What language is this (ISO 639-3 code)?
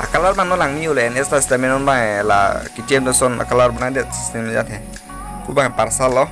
mjw